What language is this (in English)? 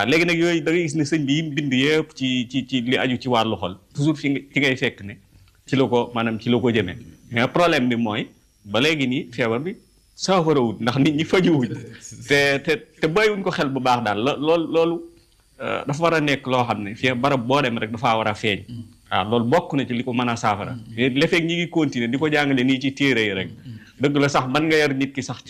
Wolof